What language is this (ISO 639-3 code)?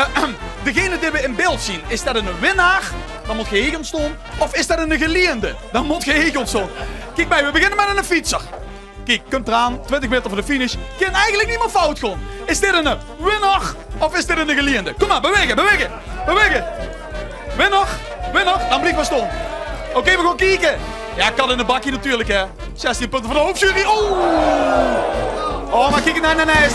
lim